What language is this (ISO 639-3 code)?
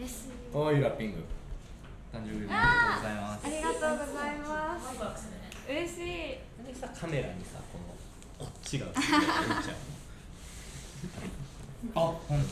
jpn